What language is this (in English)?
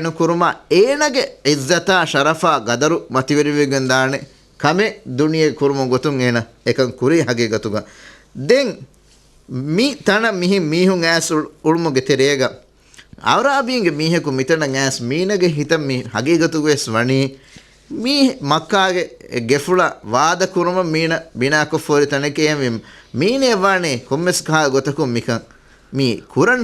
Divehi